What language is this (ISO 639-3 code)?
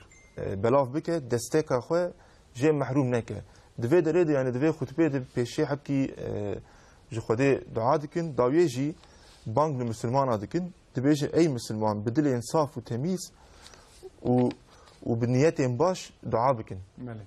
kur